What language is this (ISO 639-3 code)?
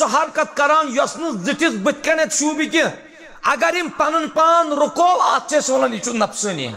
kas